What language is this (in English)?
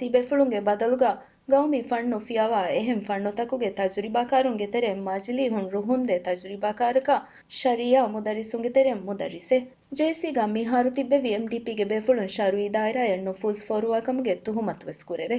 Divehi